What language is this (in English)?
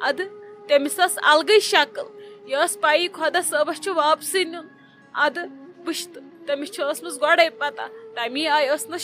Kashmiri